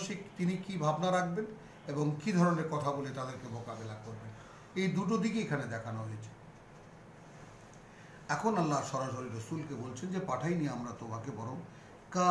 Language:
Bangla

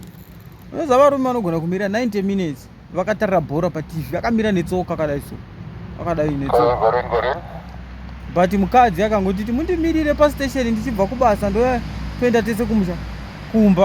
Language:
Shona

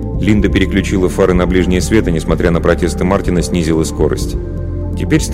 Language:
Russian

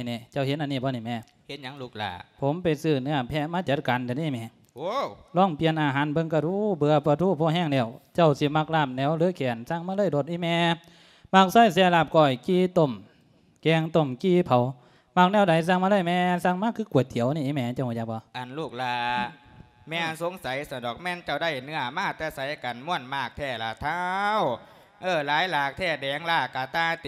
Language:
Lao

